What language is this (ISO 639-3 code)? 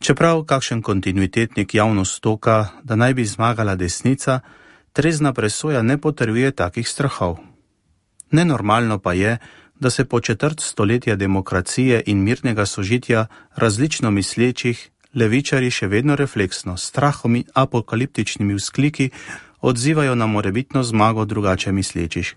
slv